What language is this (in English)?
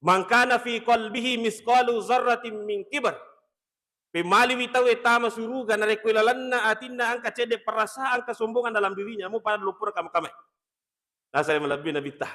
Buginese